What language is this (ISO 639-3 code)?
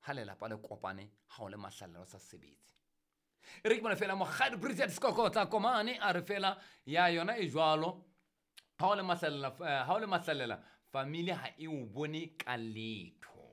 sot